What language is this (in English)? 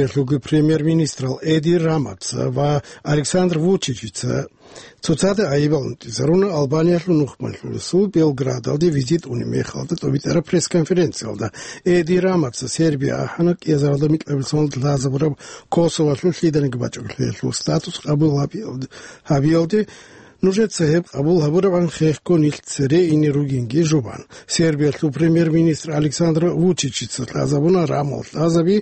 Avaric